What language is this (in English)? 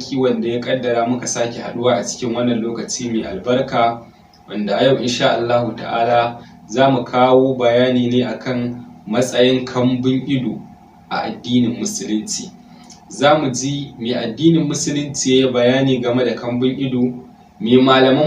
Hausa